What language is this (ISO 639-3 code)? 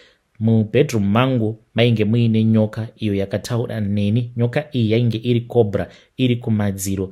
sna